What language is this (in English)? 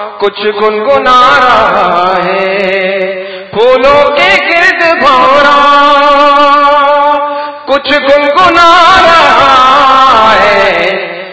Urdu